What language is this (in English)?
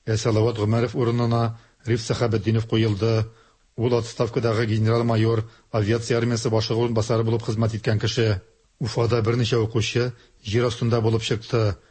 Tatar